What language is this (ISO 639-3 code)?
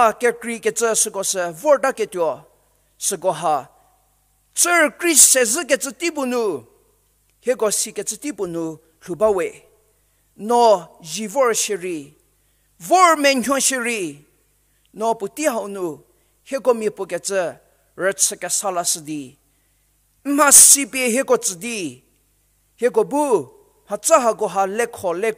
njm